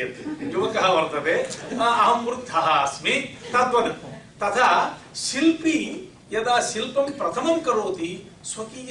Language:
Sanskrit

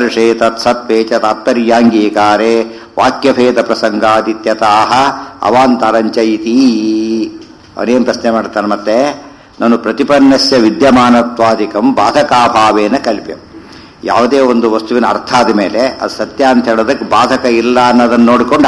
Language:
Kannada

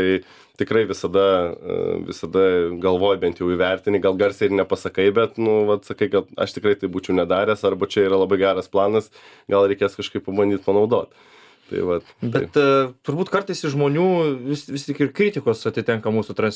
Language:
Lithuanian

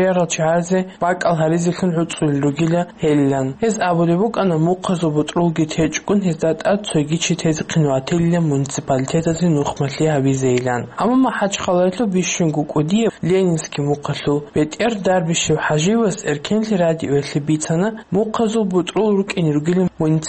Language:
Avaric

